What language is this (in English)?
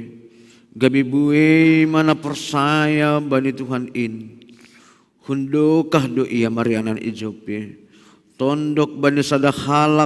Batak Simalungun